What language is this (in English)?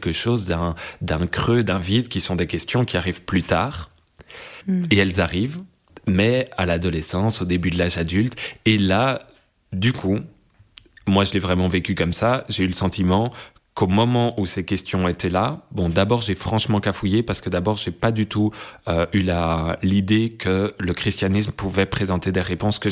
French